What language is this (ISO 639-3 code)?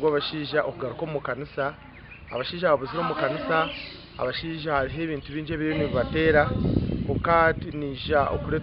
nyn